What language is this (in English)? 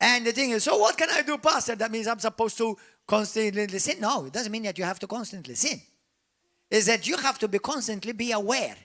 English